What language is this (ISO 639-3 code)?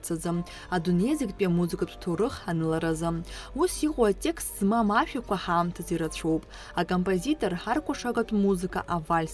abk